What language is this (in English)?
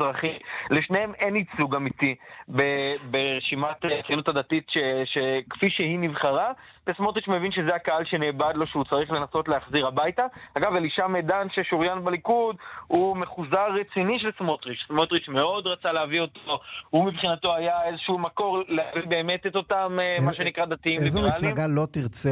Hebrew